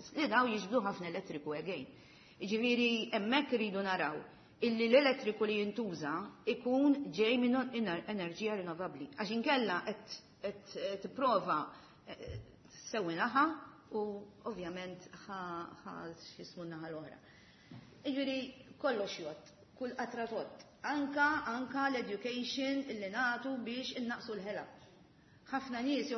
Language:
Maltese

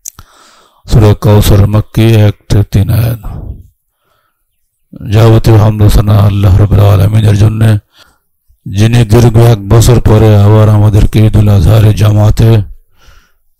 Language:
Bangla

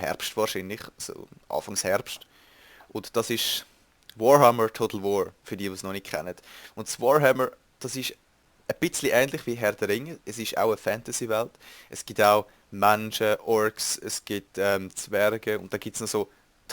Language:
Swiss German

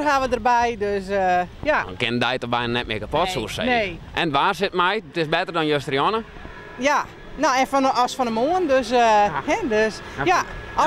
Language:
Western Frisian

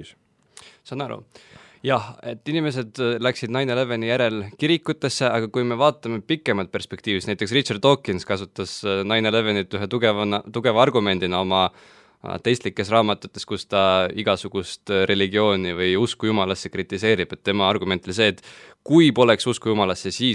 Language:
Estonian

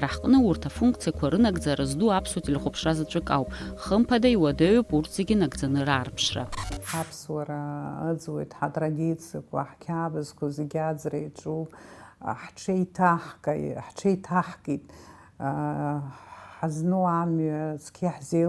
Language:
Abkhazian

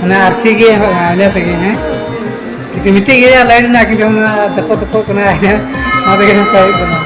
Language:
Santali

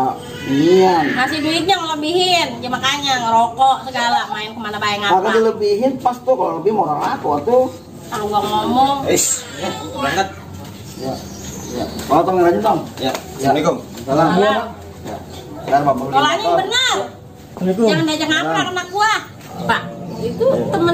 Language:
Betawi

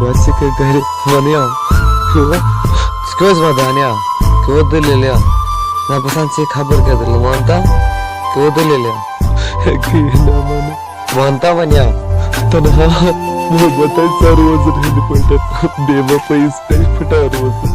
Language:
Kashmiri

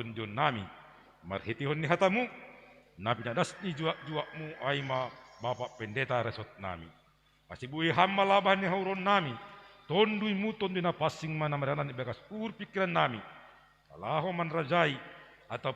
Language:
Batak Simalungun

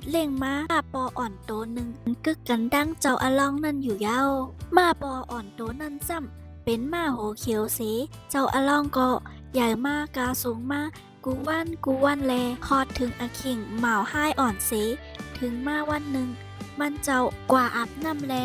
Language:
Shan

